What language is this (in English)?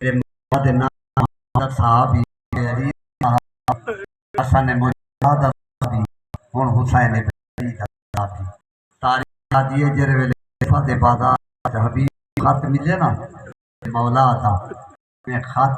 Saraiki